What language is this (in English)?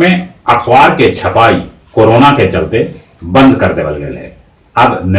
Magahi